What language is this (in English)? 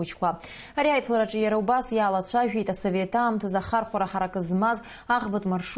Abkhazian